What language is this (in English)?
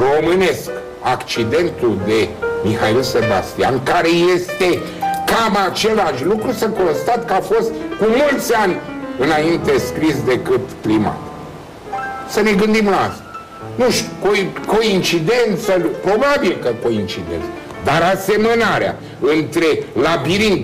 Romanian